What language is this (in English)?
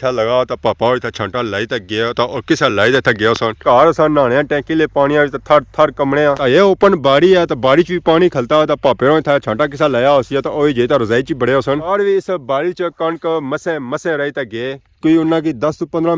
Pahari-Potwari